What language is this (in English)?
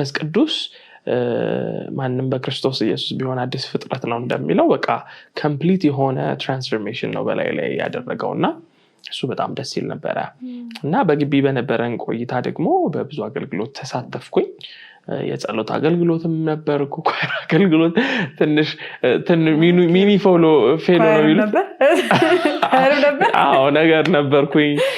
Amharic